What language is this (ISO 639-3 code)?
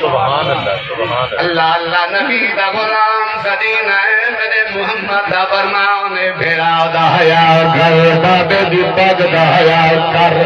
skr